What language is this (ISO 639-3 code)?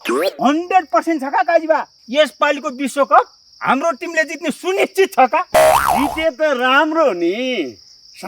nep